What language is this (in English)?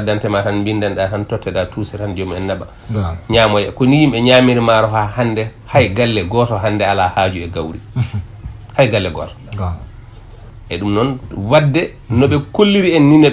Fula